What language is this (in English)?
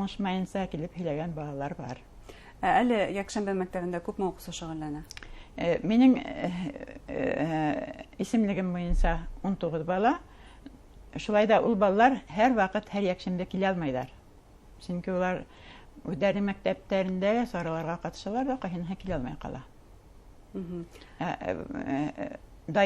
Bashkir